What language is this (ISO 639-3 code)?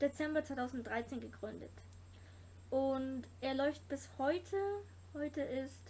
gsw